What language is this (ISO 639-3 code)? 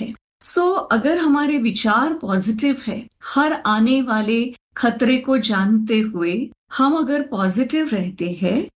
hin